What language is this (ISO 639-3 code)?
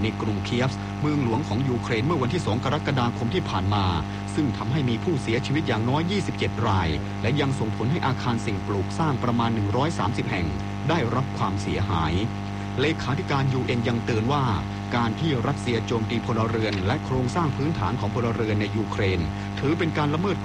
tha